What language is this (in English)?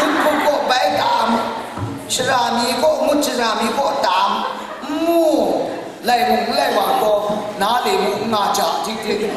Kachin